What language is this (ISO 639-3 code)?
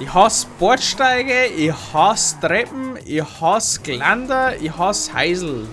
bar